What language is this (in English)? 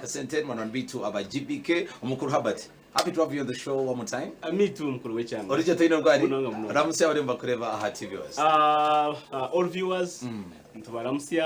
Nyankole